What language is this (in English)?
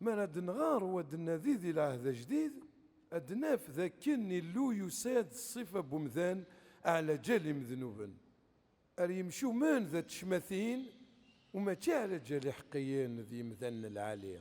Kabyle